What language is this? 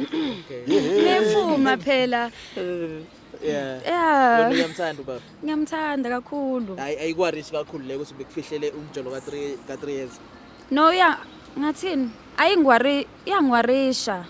Zulu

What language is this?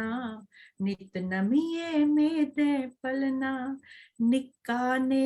Dogri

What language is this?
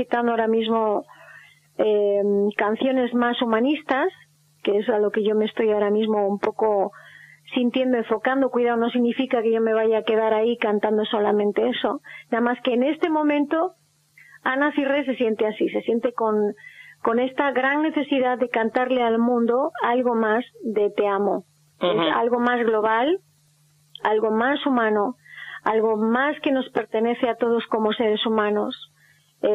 Spanish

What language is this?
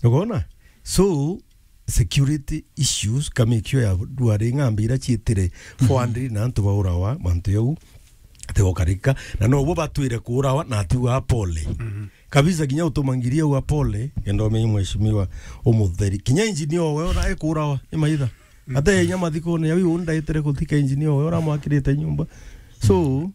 Meru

